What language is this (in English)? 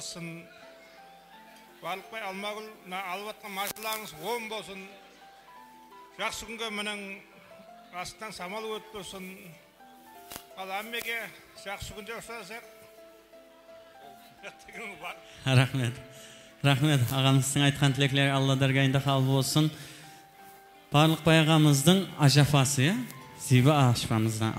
Kara-Kalpak